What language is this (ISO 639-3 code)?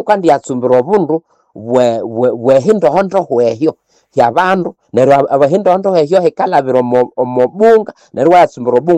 nnb